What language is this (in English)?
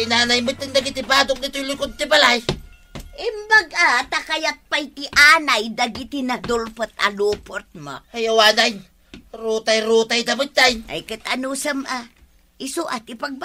Iloko